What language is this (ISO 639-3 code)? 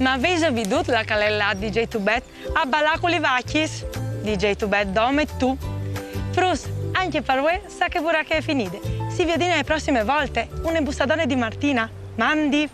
fur